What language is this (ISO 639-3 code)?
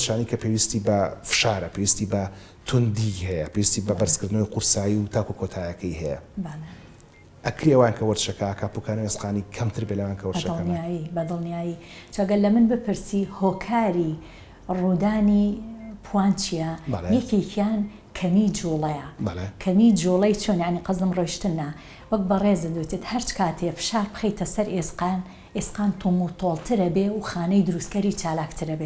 ckb